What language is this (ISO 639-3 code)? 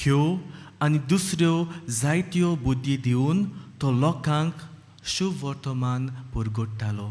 kok